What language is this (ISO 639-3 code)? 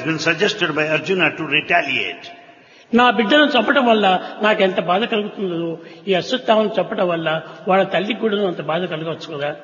tel